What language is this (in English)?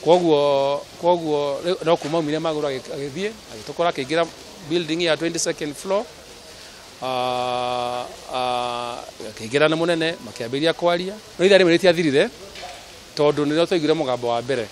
Kikuyu